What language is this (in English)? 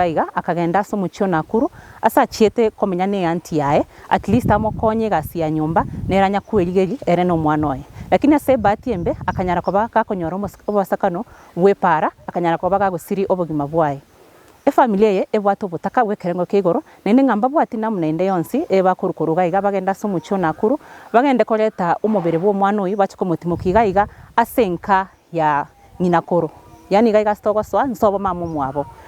Gusii